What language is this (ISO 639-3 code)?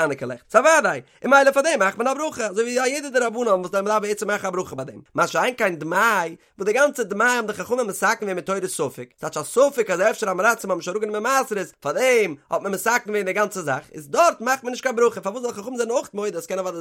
yid